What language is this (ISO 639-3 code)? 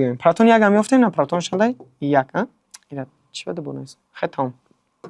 tgk